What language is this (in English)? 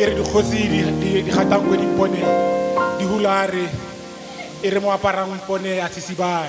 Tswana